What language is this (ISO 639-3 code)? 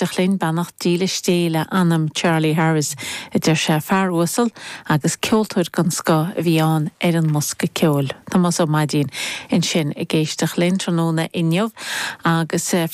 gle